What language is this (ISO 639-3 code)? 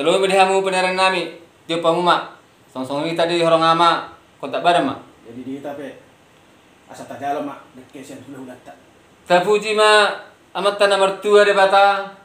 bbc